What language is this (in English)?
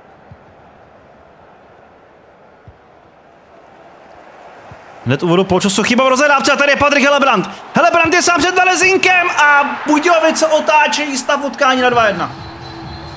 Czech